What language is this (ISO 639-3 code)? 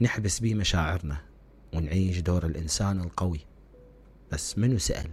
acm